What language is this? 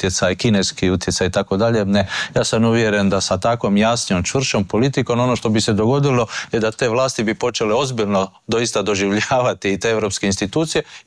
Croatian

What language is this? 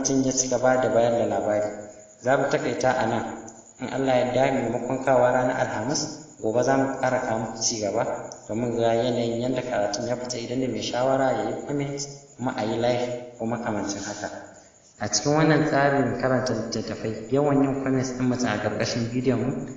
Hausa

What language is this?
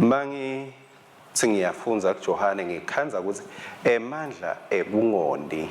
Swati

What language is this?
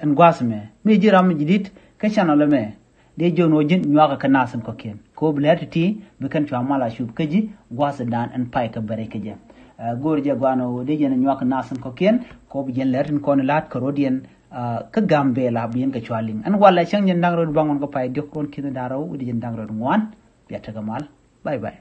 Nuer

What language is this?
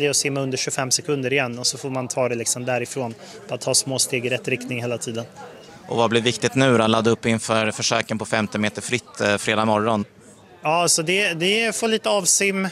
Swedish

